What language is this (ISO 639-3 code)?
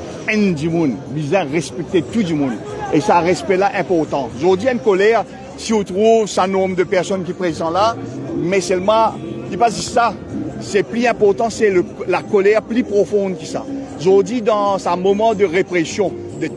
mfe